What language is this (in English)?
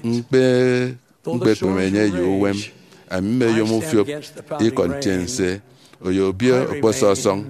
Efik